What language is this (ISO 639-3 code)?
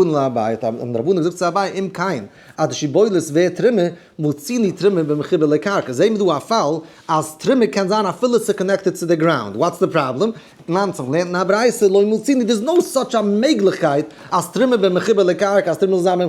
yid